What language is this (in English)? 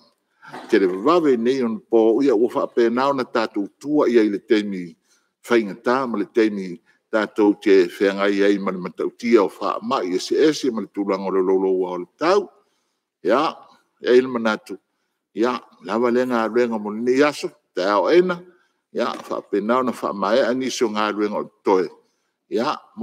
Samoan